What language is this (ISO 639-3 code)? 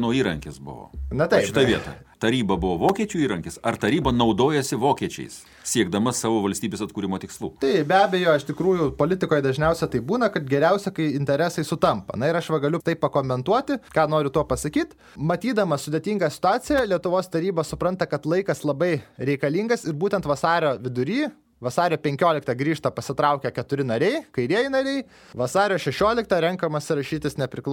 lit